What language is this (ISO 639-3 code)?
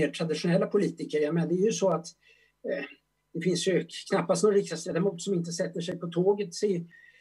swe